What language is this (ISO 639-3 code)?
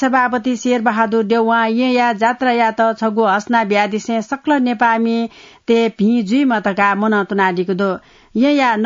new